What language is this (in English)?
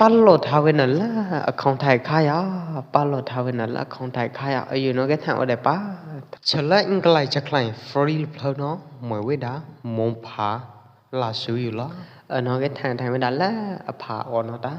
Pwo Eastern Karen